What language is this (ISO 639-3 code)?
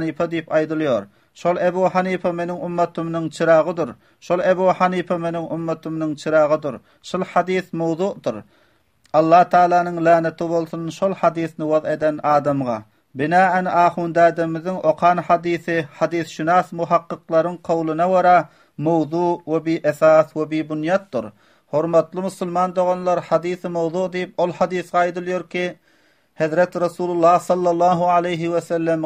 tuk